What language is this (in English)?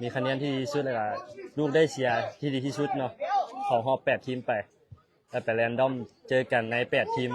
Lao